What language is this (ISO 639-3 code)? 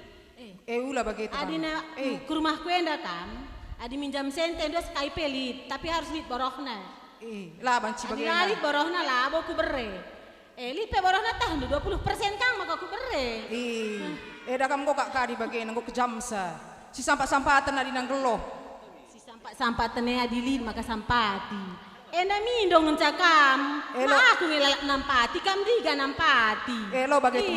btx